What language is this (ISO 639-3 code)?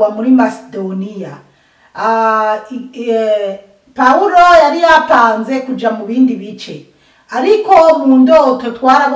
run